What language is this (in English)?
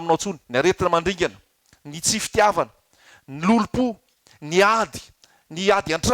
Malagasy